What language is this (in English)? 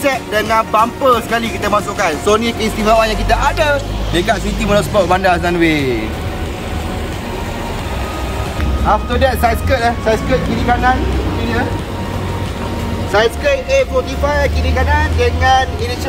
Malay